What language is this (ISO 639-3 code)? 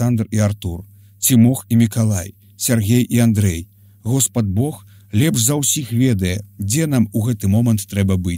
bel